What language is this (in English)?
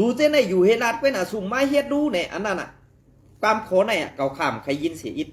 Shan